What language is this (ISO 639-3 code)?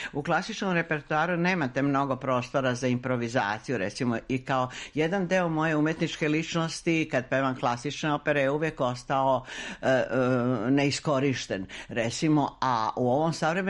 srp